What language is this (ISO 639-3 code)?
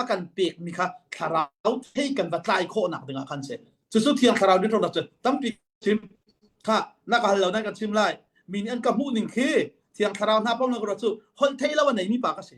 cnh